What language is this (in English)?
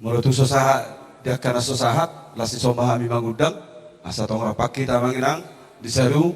Batak Toba